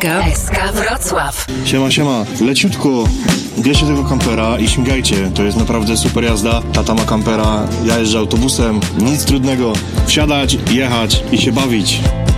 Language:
Polish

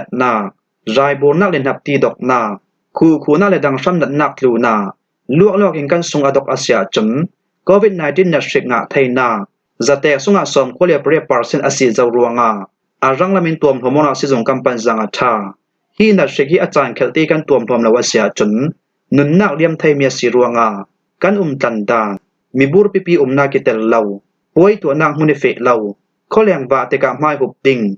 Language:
Falam Chin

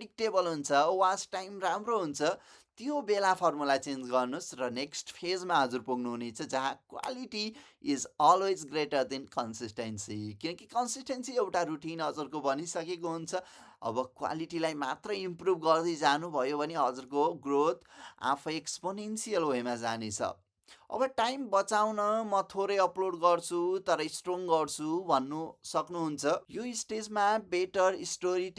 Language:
Nepali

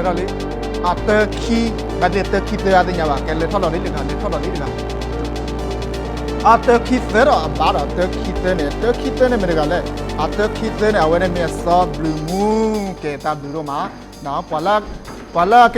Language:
S'gaw Karen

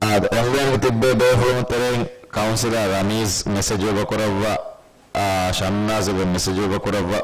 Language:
Divehi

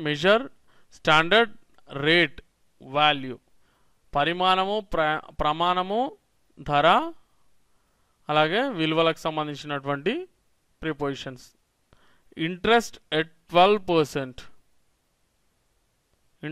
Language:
Telugu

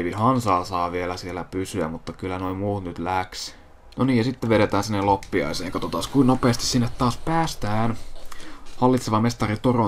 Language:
Finnish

